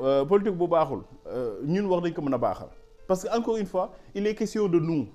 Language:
Wolof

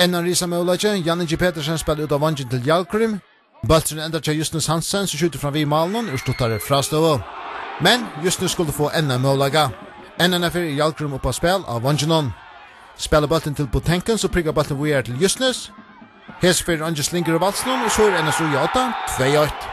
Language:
Faroese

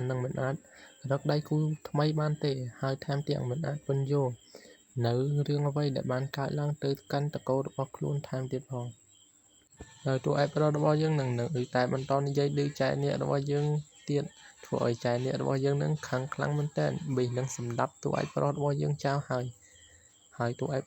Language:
Khmer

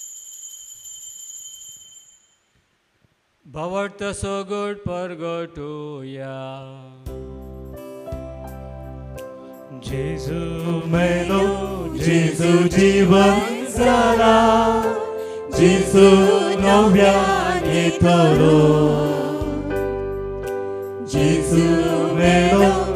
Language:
Konkani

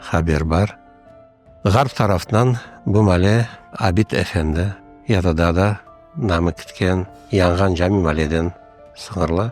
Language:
Crimean Tatar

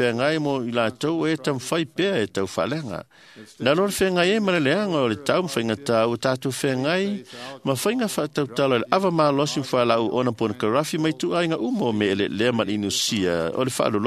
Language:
Samoan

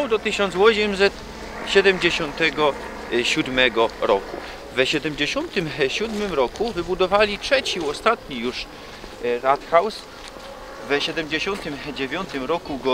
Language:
Silesian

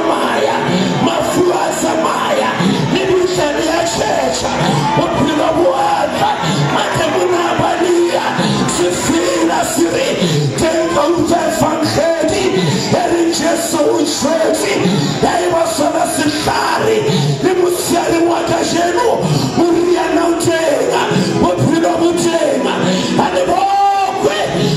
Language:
Southern Sotho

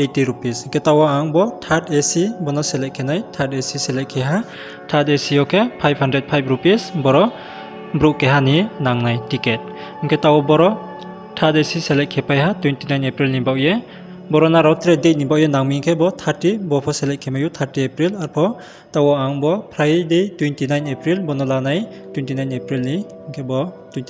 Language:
Riang (India)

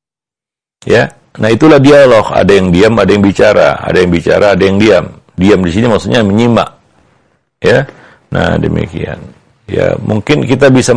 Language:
Indonesian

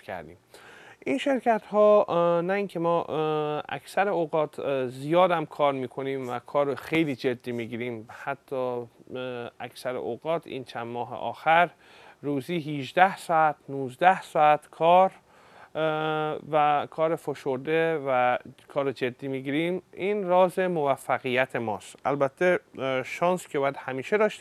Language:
Persian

